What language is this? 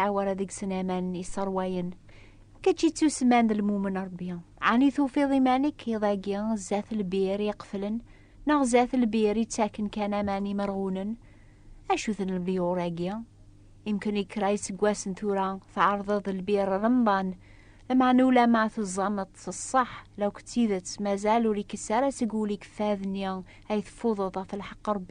Kabyle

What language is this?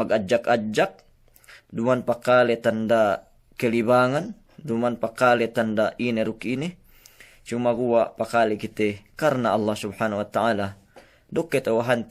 Yakan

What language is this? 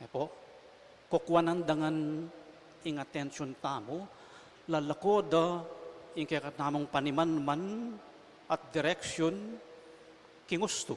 Pampanga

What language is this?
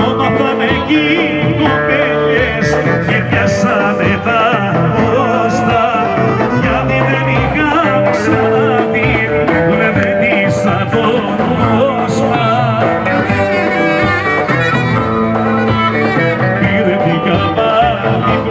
Greek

